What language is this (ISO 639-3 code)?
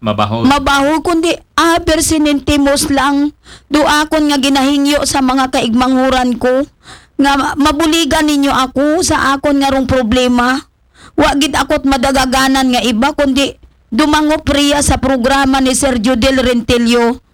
akl